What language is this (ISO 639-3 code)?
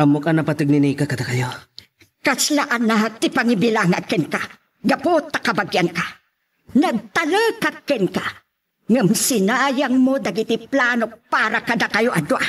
ilo